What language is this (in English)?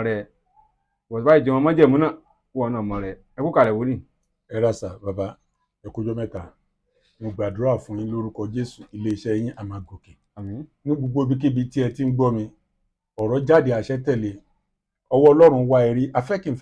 Yoruba